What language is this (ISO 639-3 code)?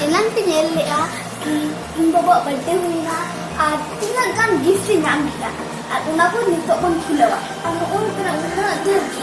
sat